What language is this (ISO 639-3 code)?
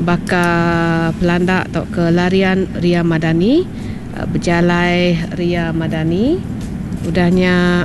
iba